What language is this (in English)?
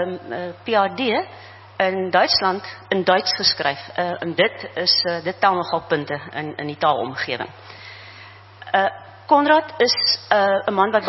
Afrikaans